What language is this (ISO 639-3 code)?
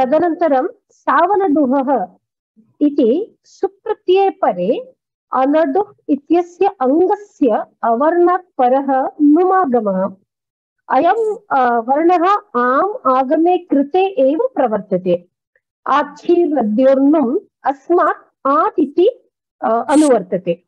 san